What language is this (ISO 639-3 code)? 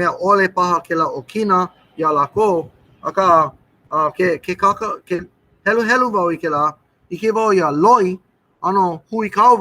haw